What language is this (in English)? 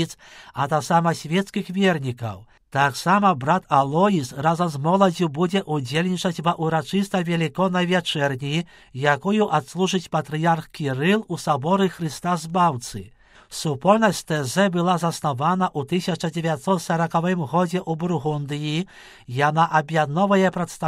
Belarusian